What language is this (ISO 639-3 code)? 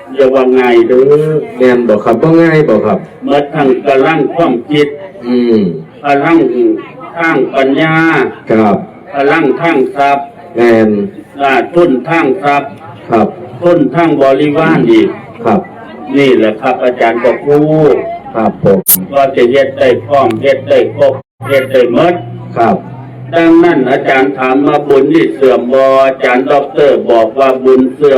tts